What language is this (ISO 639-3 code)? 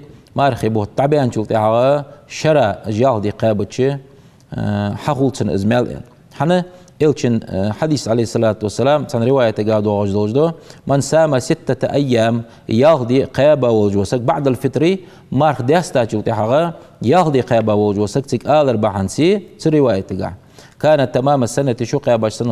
inh